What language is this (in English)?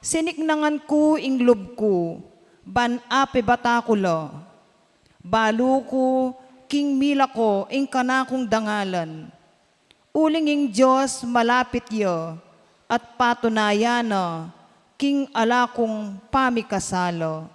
Pampanga